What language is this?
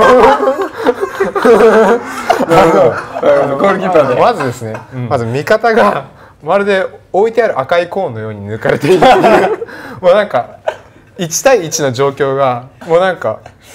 Japanese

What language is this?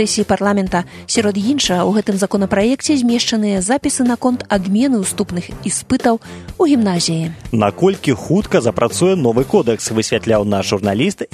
Belarusian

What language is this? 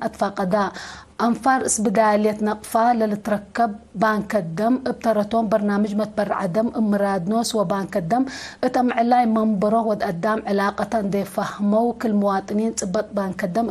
Tigre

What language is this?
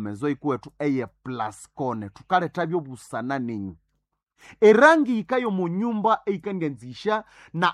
Nande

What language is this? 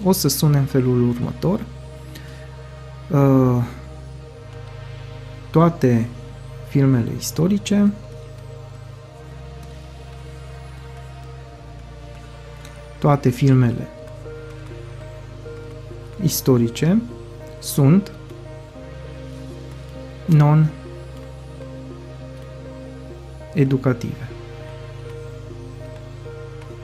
Romanian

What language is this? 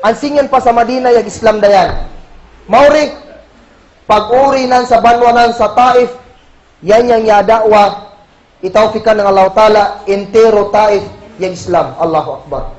Kagan Kalagan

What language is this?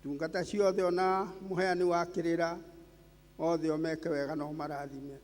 Kikuyu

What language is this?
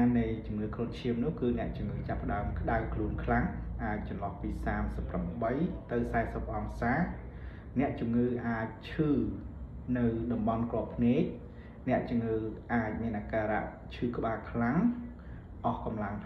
Khmer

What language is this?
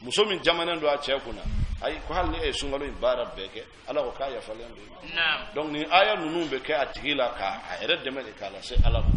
Bambara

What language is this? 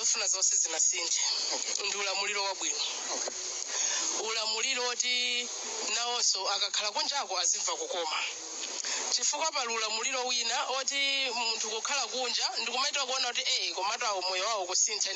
Nyanja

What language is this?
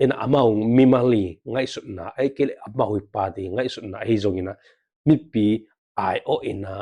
Tedim Chin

